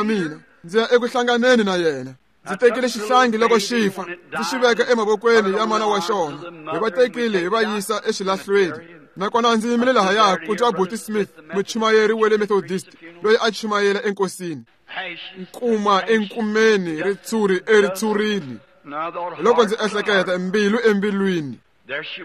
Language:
Tsonga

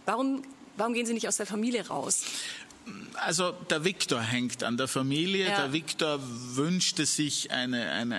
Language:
German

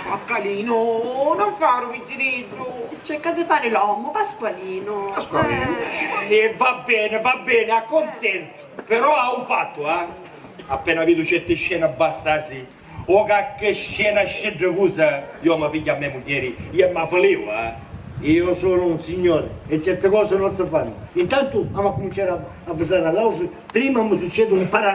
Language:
Sicilian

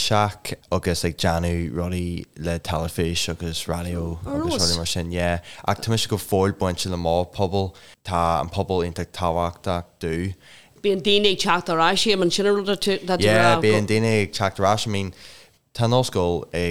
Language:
Irish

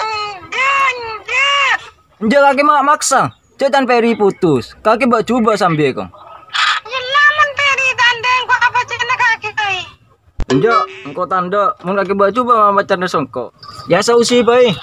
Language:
Madurese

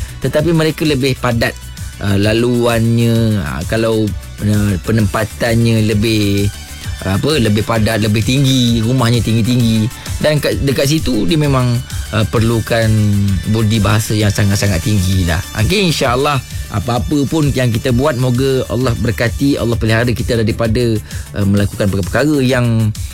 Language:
Malay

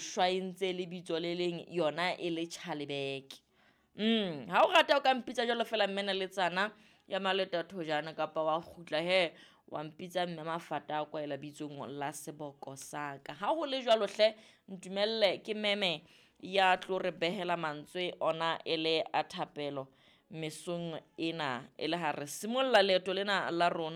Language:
Southern Sotho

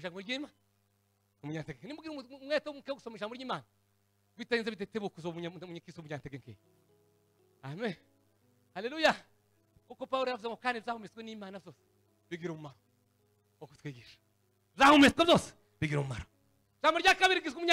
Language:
Kinyarwanda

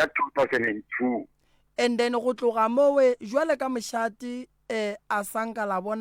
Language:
Northern Sotho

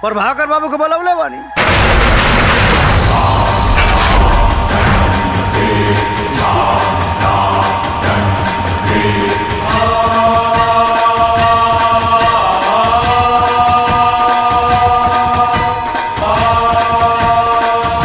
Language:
Bhojpuri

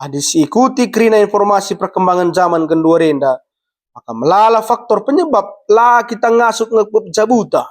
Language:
Batak Karo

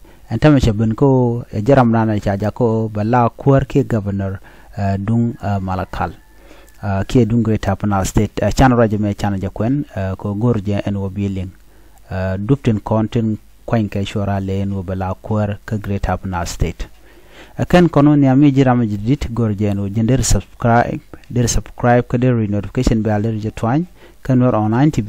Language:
Nuer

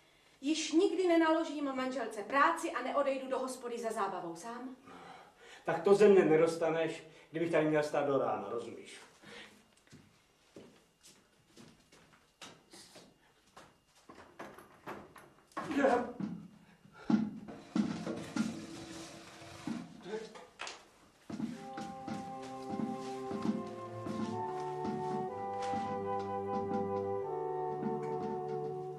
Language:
Czech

